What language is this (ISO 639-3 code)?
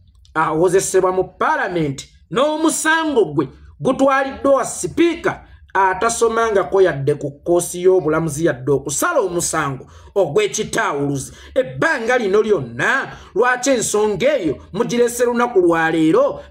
lug